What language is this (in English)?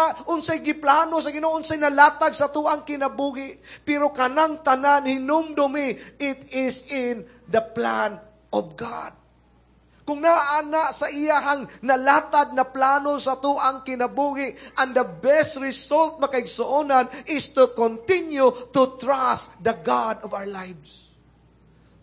Cebuano